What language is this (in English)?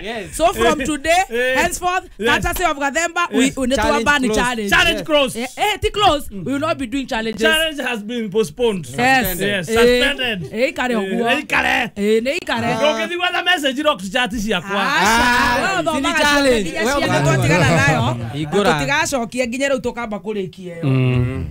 Kikuyu